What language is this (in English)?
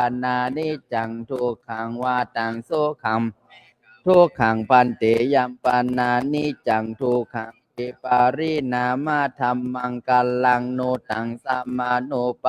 Pali